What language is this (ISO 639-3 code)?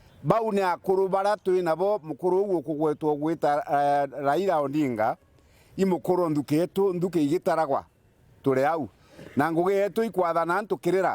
mer